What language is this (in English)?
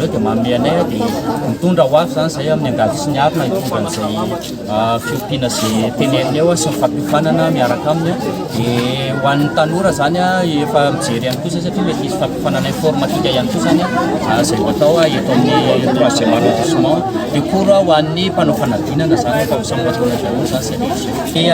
Malagasy